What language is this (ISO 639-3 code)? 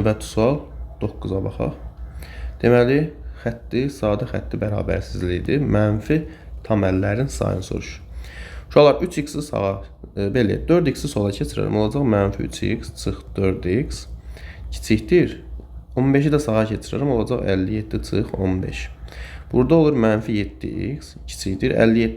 aze